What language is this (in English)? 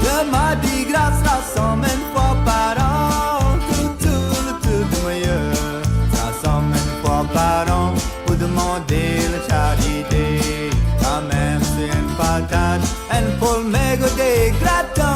Morisyen